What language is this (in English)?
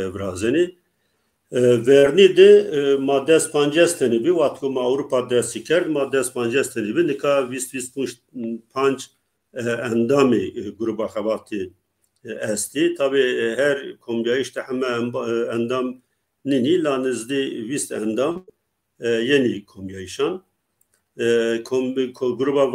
Zaza